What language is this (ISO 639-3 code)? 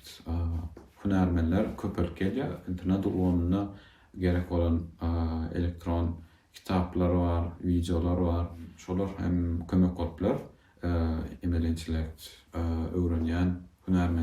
tuk